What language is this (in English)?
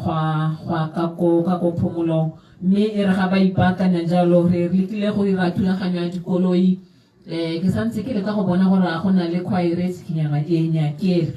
Tswana